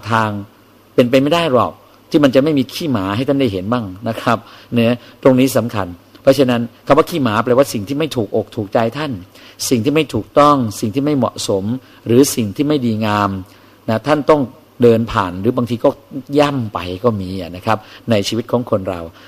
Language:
Thai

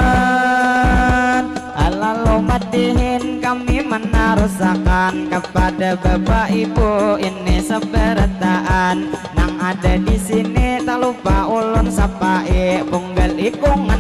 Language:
Banjar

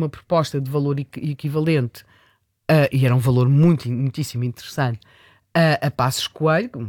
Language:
Portuguese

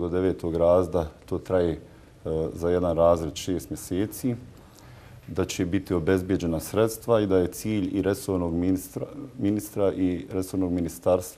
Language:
Bosnian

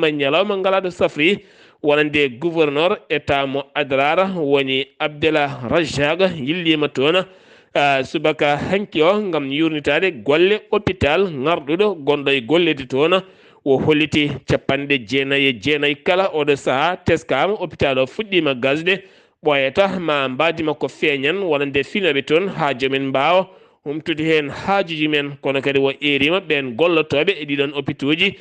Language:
Fula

